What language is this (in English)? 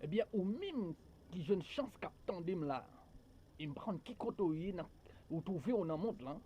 Haitian Creole